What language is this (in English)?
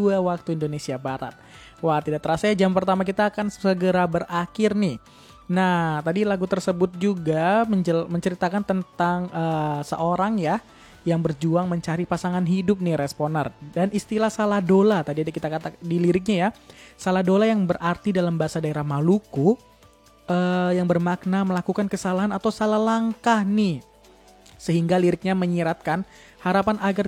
Indonesian